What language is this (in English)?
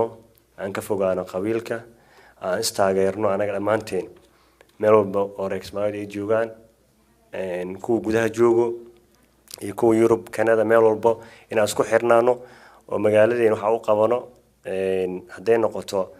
Somali